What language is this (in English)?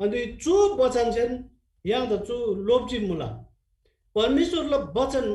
Eastern Tamang